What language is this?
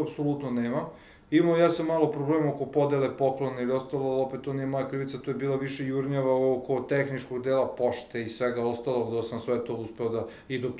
Serbian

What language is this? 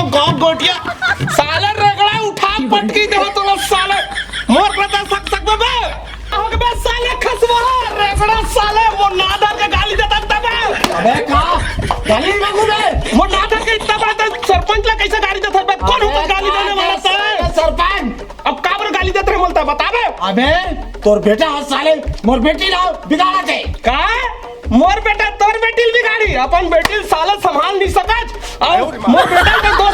Chhattisgarhi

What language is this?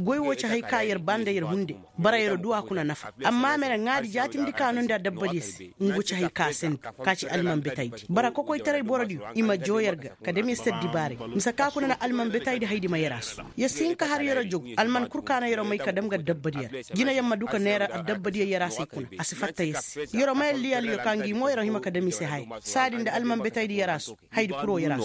Koyraboro Senni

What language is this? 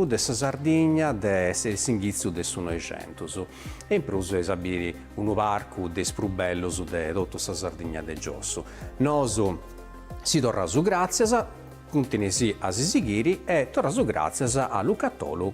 Sardinian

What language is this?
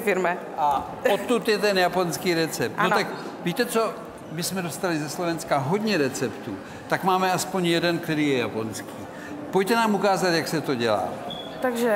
Czech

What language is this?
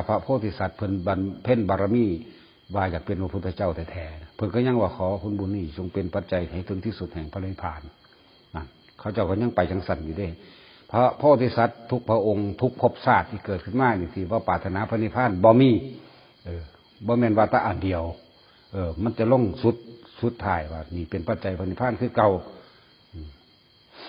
Lao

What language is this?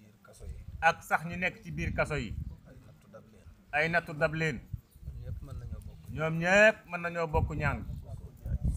Wolof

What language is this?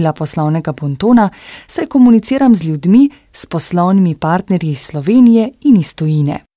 Slovenian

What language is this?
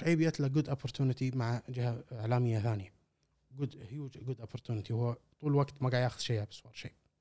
Gulf Arabic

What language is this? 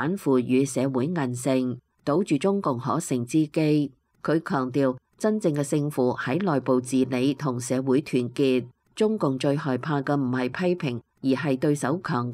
Cantonese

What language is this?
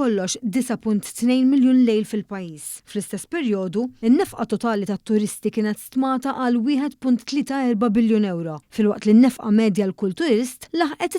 Maltese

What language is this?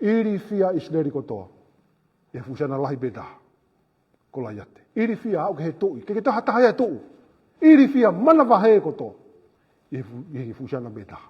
Tongan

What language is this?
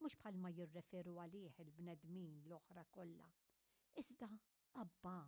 Maltese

